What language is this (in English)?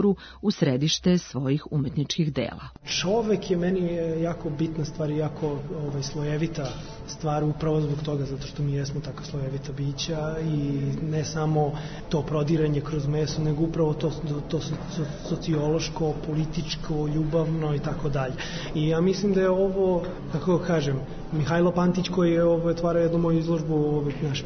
Serbian